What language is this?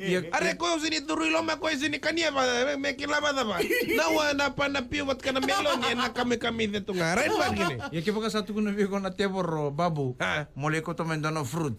Fijian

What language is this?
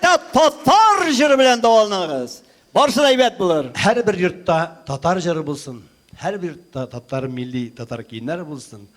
Tatar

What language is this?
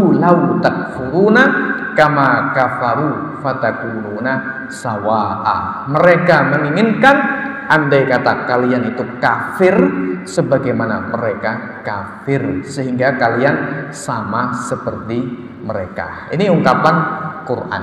Indonesian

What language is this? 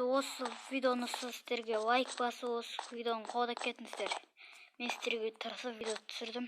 Kazakh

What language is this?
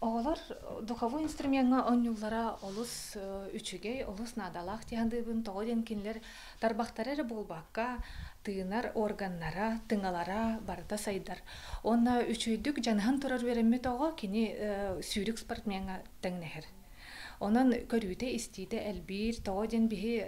Yakut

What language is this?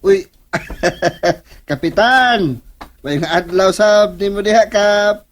Cebuano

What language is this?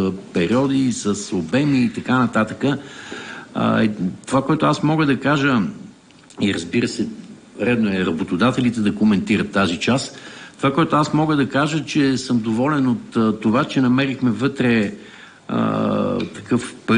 Bulgarian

